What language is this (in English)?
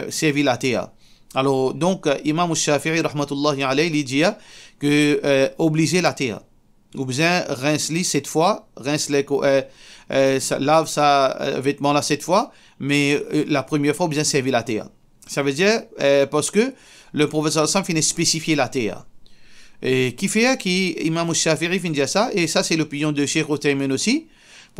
Morisyen